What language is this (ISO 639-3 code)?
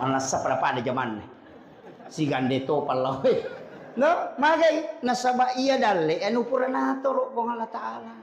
bug